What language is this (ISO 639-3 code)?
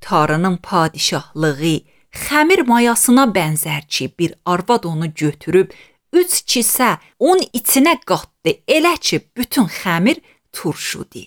aze